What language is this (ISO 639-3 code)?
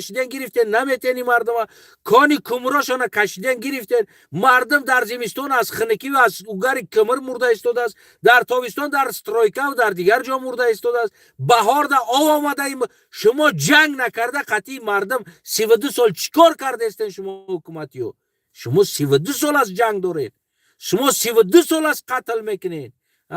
tgk